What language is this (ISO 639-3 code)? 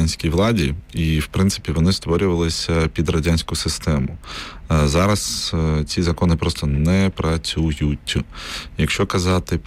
ukr